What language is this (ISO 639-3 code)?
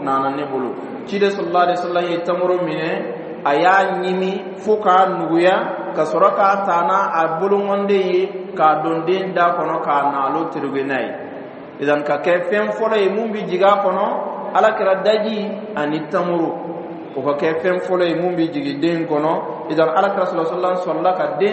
dyu